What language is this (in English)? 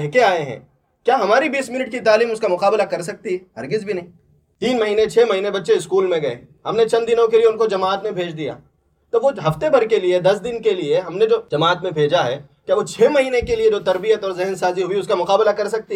Urdu